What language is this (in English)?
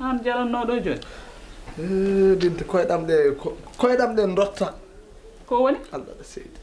Fula